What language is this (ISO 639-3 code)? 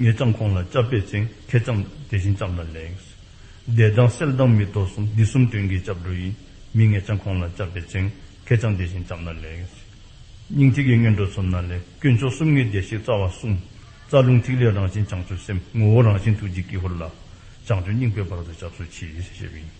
dzo